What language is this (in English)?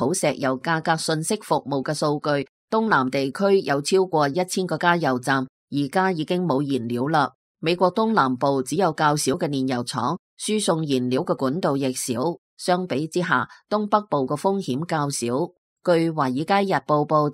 Cantonese